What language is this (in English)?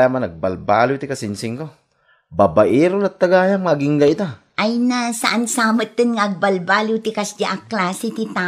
Iloko